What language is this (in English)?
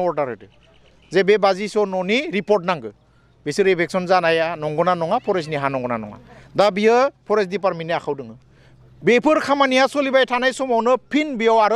Bodo